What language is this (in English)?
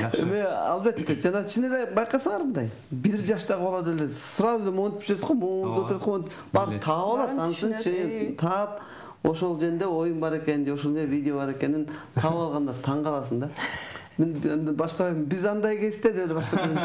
Kyrgyz